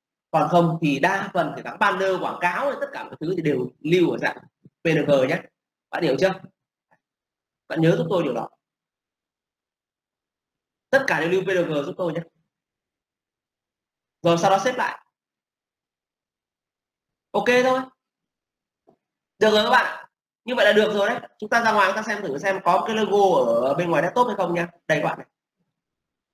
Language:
Vietnamese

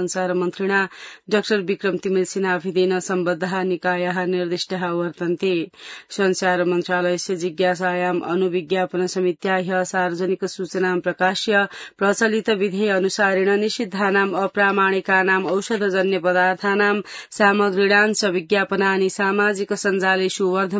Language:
Sanskrit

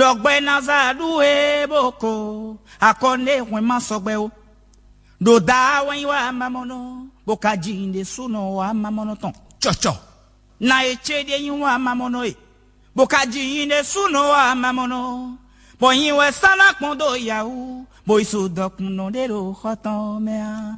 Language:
Fon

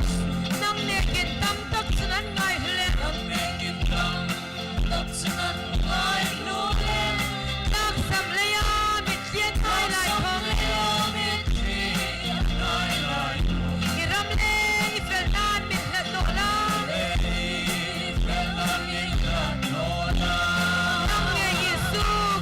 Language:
Hmar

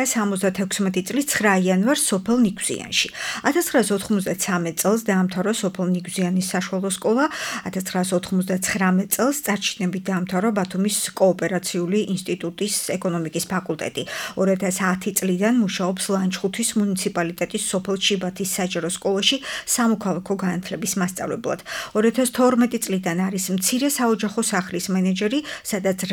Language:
Georgian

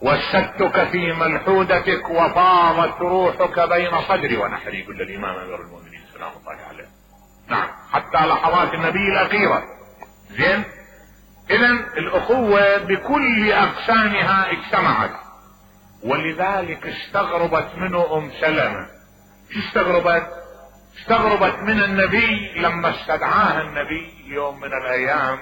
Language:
Mesopotamian Arabic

